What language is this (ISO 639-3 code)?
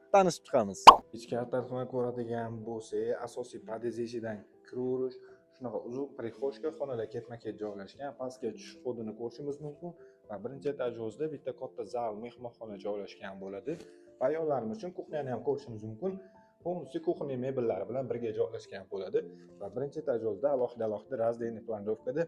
uzb